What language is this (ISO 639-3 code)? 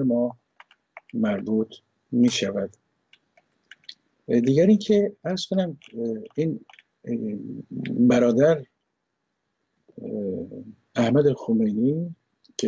fas